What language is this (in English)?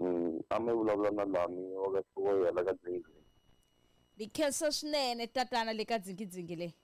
Tsonga